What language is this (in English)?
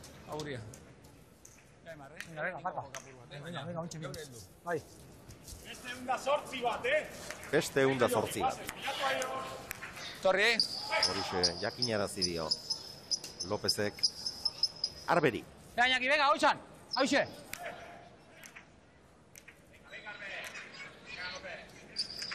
Basque